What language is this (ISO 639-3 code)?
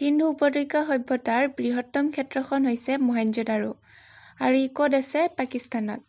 asm